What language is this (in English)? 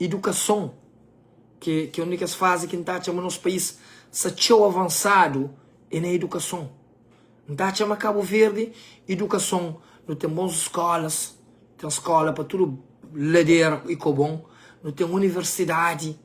Kabuverdianu